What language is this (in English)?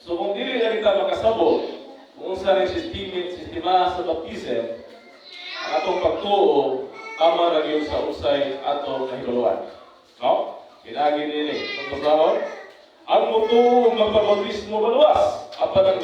Cebuano